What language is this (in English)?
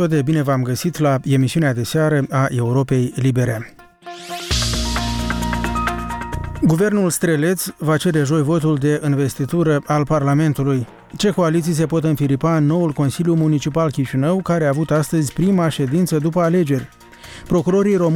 Romanian